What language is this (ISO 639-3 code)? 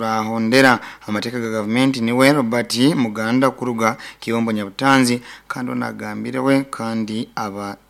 nyo